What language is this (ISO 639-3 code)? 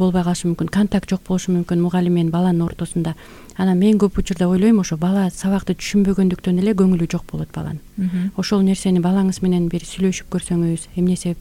kir